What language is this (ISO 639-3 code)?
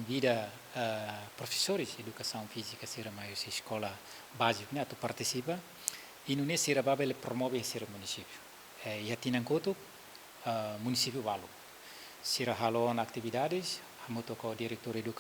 tet